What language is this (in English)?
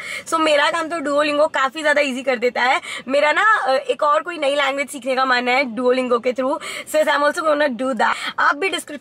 Hindi